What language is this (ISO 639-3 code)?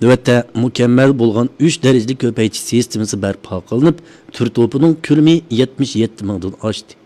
uig